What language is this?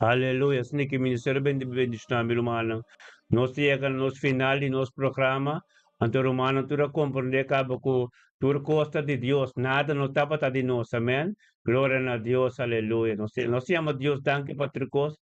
Papiamento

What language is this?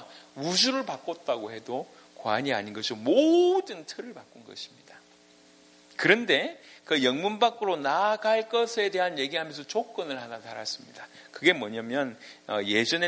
Korean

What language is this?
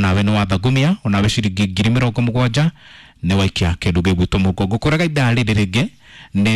Kikuyu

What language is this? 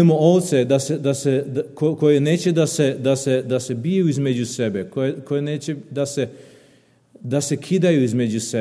Serbian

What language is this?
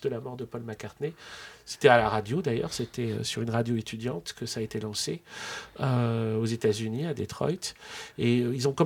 French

